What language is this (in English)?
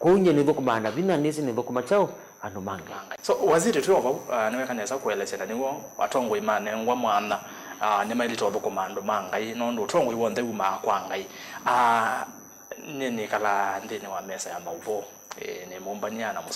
Kamba